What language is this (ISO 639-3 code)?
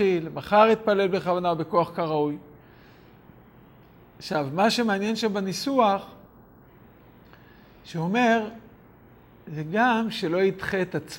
heb